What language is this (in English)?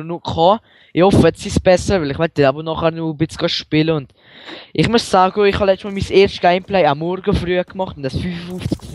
Swiss German